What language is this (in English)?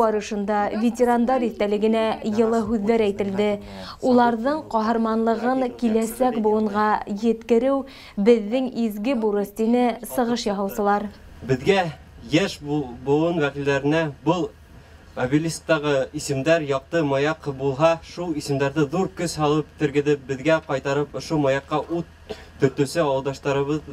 Bashkir